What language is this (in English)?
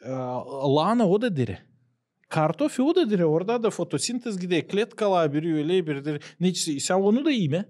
Gagauz